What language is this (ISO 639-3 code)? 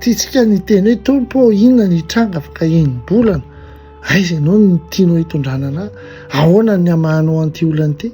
mlg